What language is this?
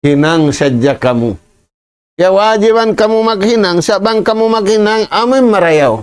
Tausug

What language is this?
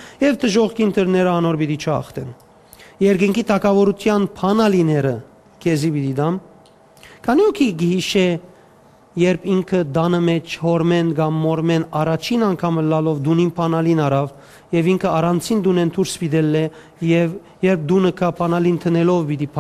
Western Armenian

